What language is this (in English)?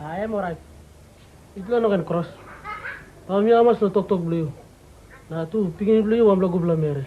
Tok Pisin